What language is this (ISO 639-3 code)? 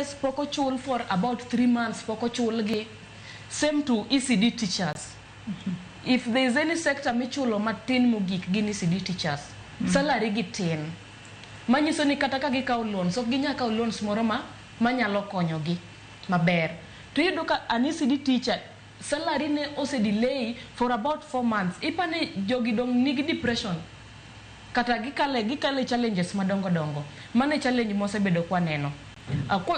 luo